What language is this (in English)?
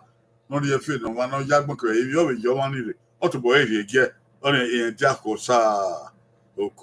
Bini